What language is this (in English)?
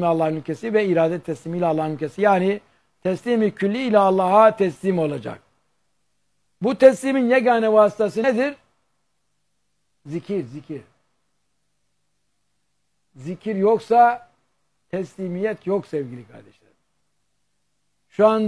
Turkish